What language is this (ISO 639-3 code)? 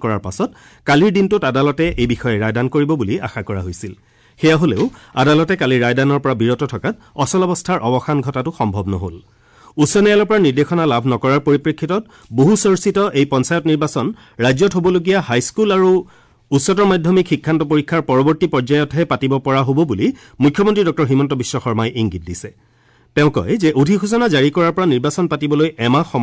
asm